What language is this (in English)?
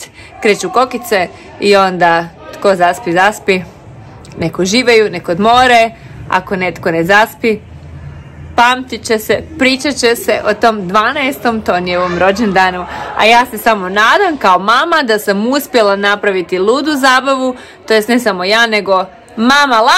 Croatian